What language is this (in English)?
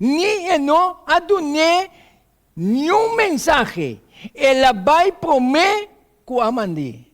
Papiamento